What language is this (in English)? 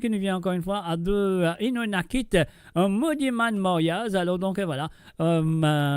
Morisyen